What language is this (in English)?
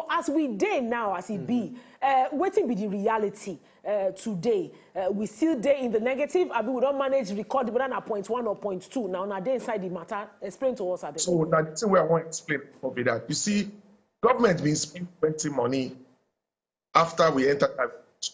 Nigerian Pidgin